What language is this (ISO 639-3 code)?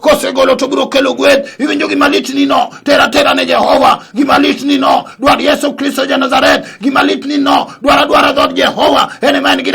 luo